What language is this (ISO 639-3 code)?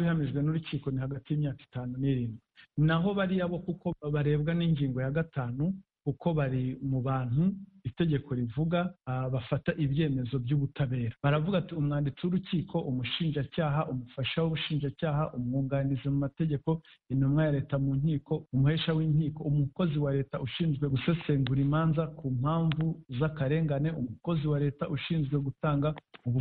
kin